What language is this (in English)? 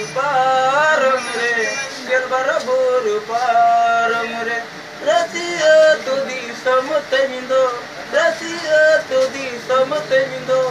Santali